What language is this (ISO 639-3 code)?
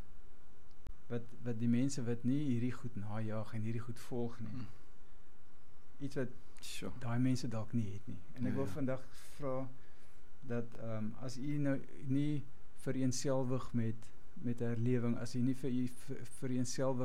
afr